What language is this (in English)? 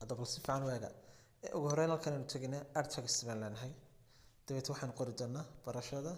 Somali